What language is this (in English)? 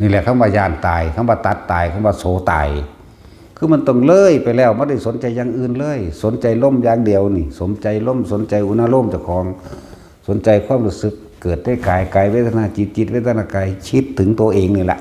Northeastern Thai